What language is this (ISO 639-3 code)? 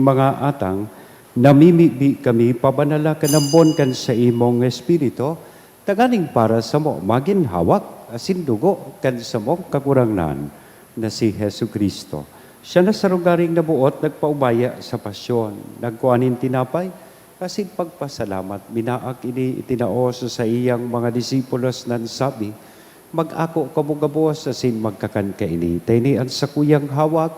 bik